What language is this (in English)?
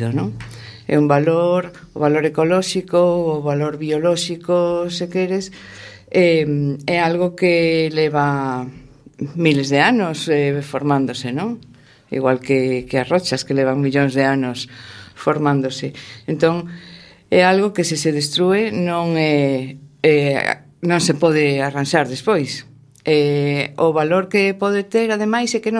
Galician